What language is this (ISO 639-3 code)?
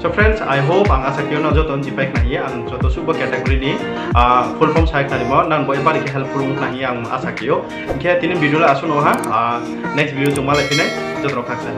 ria